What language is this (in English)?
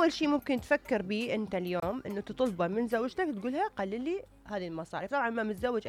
Mesopotamian Arabic